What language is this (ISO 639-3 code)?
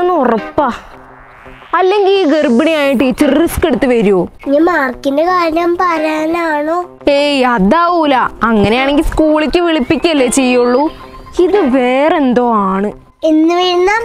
mal